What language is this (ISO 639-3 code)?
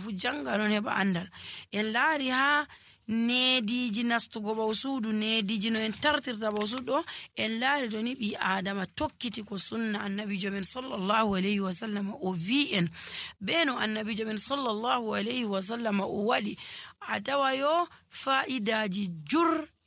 fuv